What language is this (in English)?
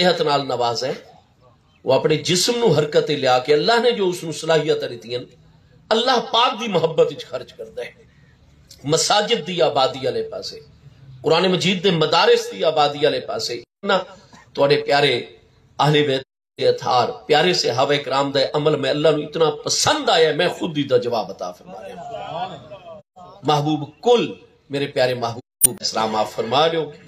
Saraiki